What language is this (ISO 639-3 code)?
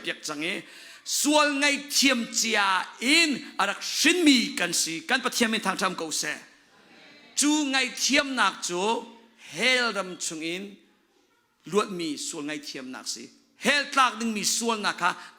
cnh